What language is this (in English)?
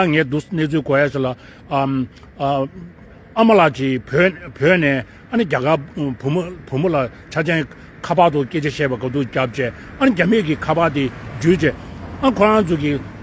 Tibetan